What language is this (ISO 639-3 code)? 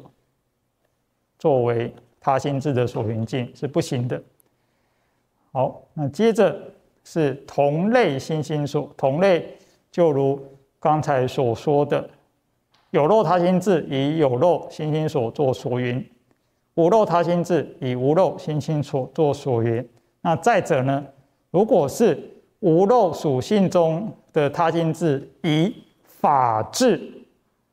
zho